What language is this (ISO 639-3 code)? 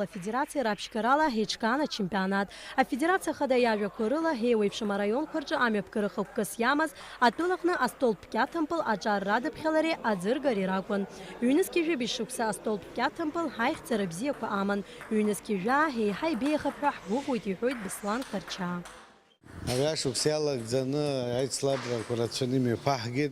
abk